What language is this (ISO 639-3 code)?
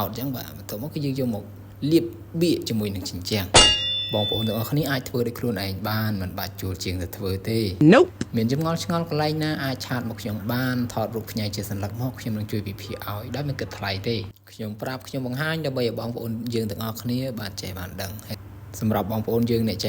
khm